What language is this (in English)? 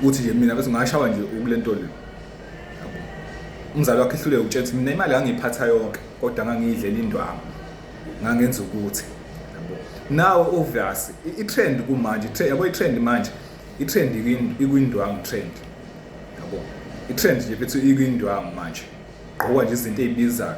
Zulu